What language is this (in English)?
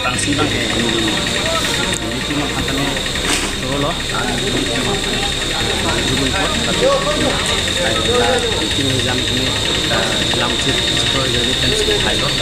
Karbi